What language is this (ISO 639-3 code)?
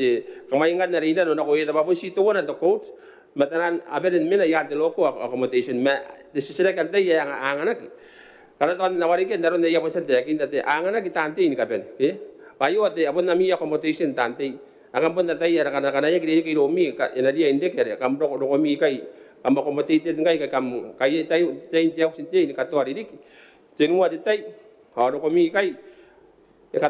gil